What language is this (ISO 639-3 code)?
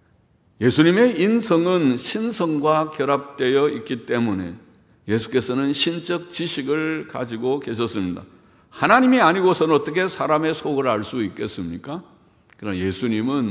kor